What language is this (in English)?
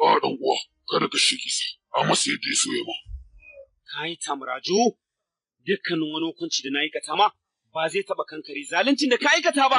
Hausa